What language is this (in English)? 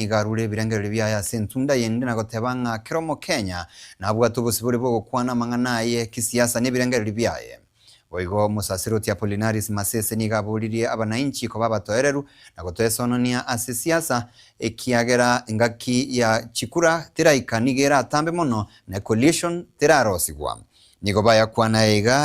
Gusii